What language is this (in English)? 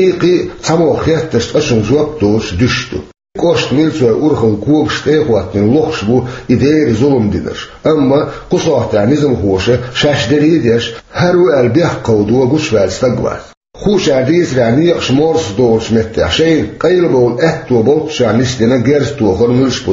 Chechen